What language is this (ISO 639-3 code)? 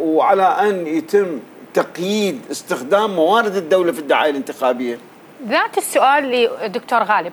apc